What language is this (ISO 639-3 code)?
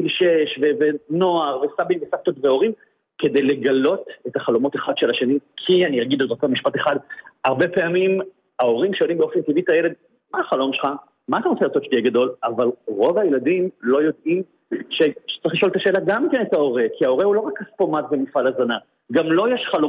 heb